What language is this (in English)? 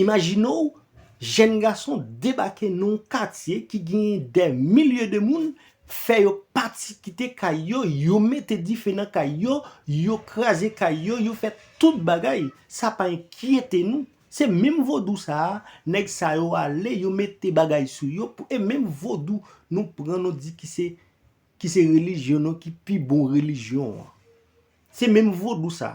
Haitian Creole